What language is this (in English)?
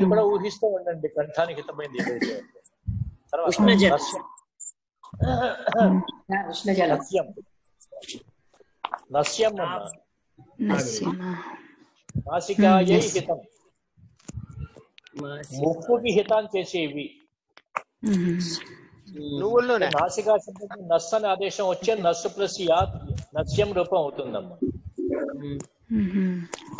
Telugu